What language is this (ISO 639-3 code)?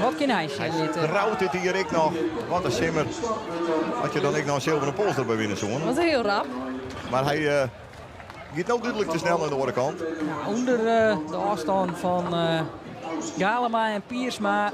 fry